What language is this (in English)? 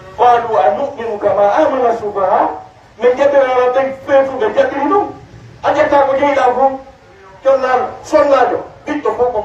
Pular